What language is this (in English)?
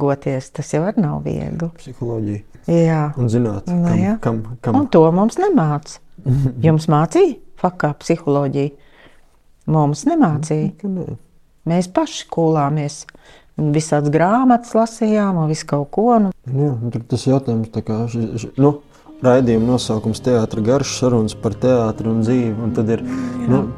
Latvian